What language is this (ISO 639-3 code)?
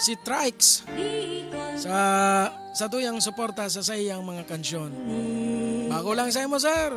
bik